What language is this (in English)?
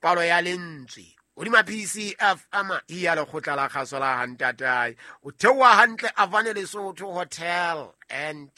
Southern Sotho